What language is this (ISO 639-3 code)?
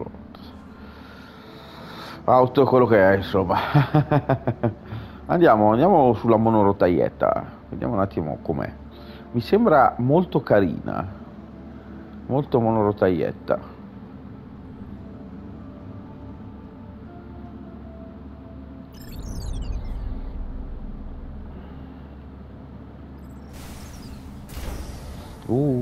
ita